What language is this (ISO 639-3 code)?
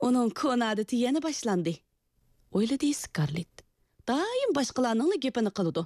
uig